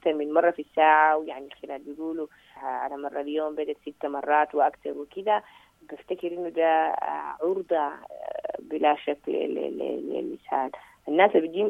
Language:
Sudanese Arabic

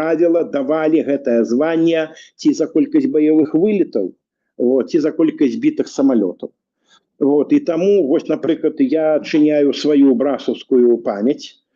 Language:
Belarusian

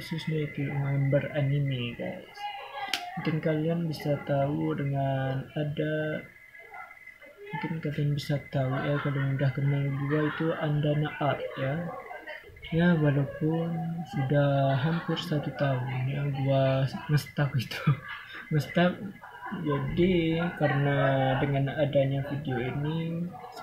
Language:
Indonesian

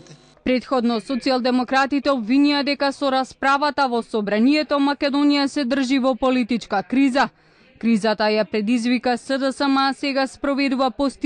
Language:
Macedonian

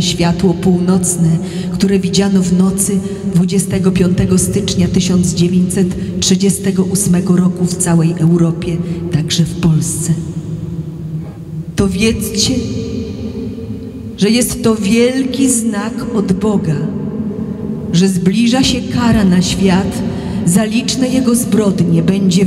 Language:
Polish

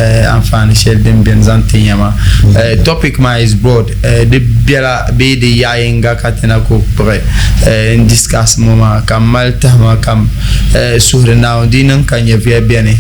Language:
Dagbani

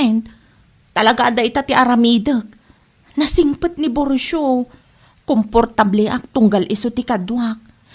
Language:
Iloko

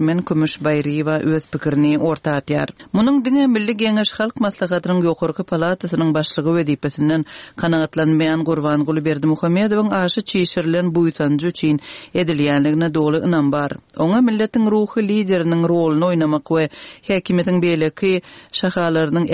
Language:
Turkmen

